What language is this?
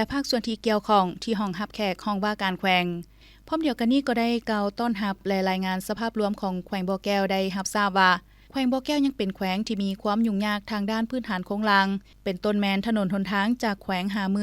Lao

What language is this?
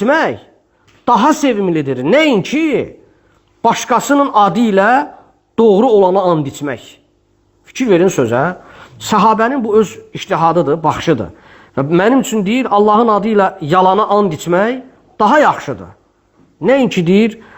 Azerbaijani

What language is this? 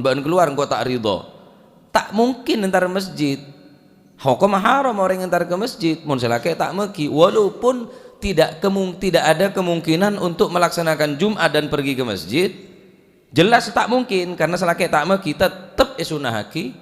Madurese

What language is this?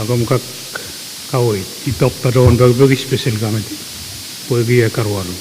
Pohnpeian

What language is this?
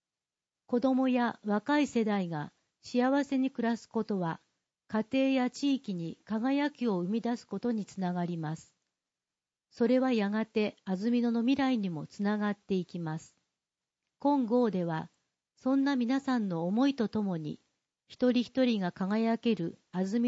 Japanese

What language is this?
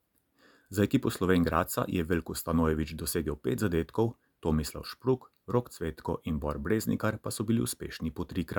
Slovenian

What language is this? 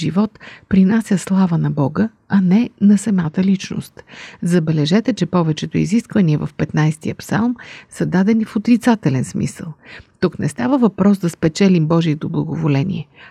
Bulgarian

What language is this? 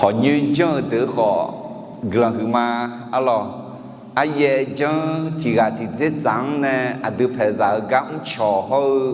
Akha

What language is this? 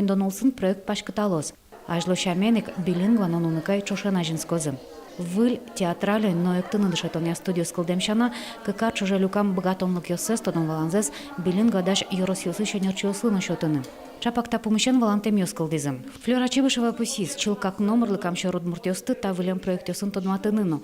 Udmurt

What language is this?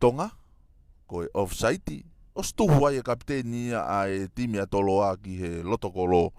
Tongan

